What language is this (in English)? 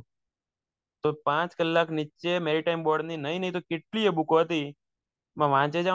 Gujarati